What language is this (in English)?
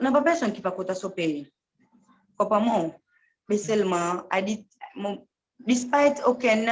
Seselwa Creole French